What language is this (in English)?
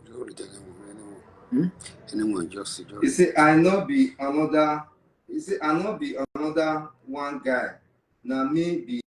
Nigerian Pidgin